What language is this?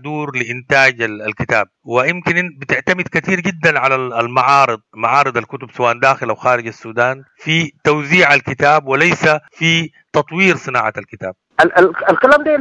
Sudanese Arabic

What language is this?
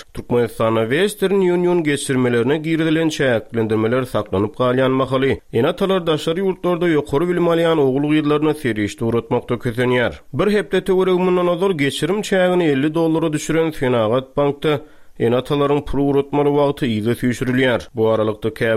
Turkmen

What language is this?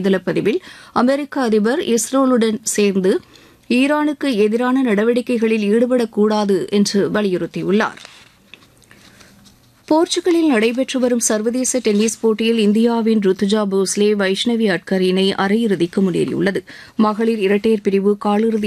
Tamil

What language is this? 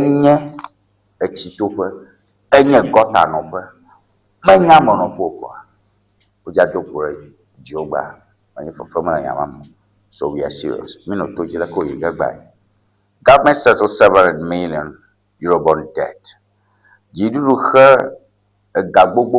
Ewe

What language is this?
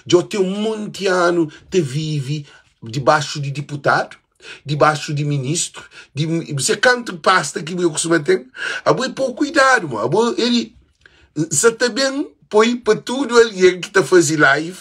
Kabuverdianu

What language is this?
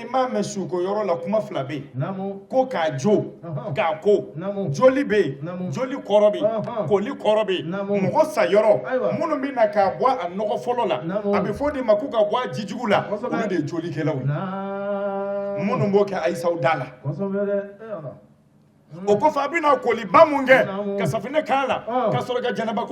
Bambara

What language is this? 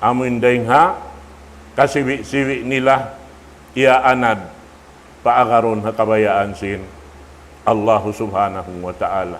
Tausug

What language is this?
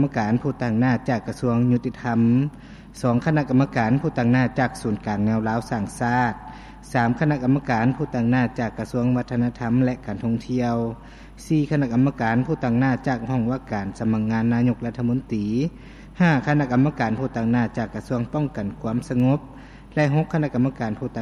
Lao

